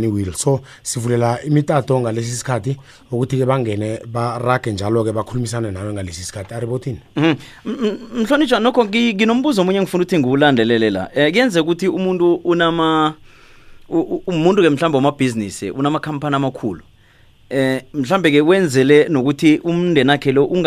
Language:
South Ndebele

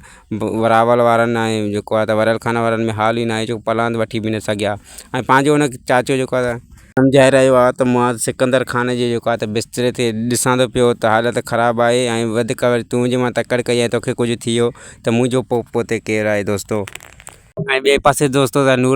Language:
Sindhi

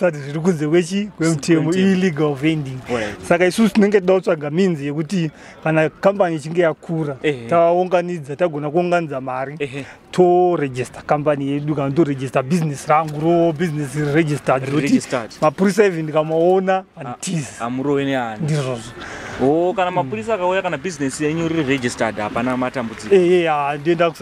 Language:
Shona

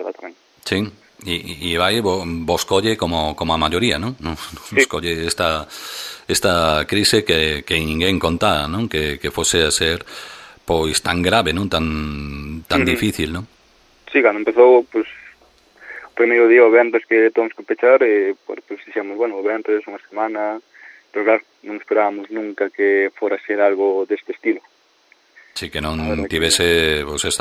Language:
Galician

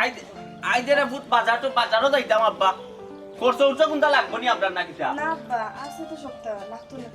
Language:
Sylheti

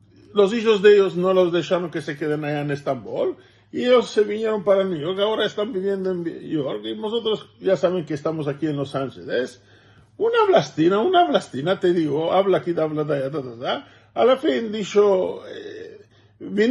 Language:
Ladino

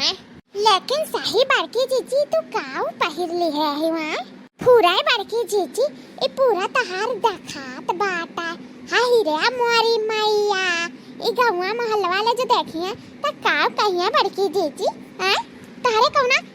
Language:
Awadhi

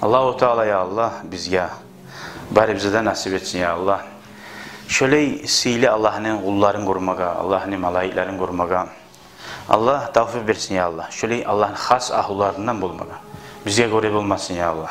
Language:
Kumyk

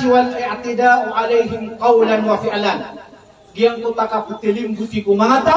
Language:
Maranao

